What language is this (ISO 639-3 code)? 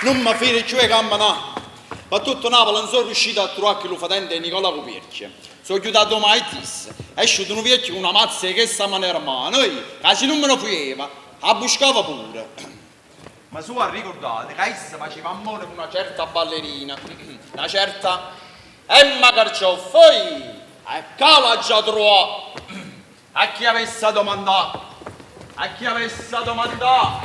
nap